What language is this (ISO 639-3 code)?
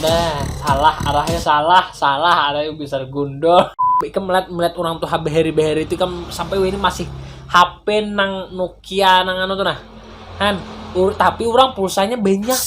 bjn